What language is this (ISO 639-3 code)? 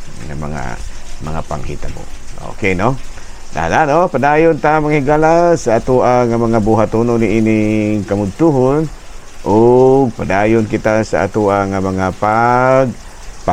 ceb